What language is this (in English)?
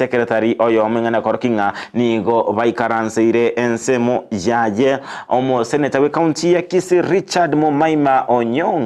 Gusii